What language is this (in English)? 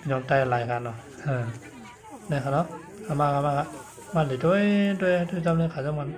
Shan